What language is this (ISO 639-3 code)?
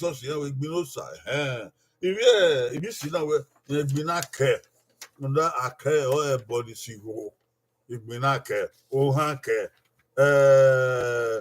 bin